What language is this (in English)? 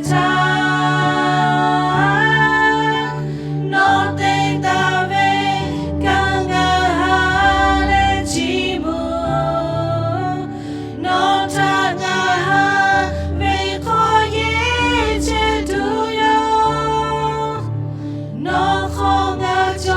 Lahu